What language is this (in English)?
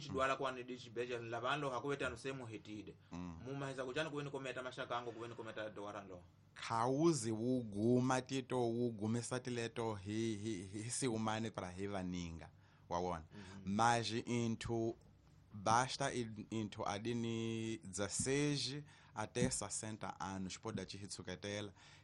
Tsonga